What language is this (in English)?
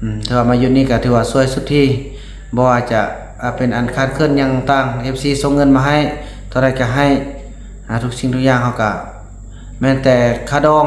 Lao